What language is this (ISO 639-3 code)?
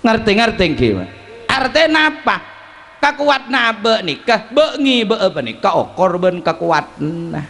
mad